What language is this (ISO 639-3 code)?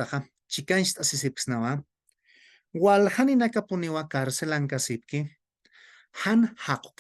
aym